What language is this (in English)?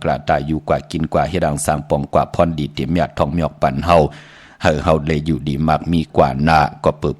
Shan